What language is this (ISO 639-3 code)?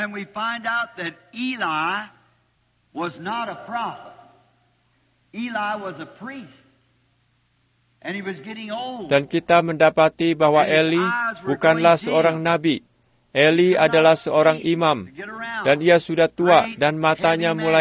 ind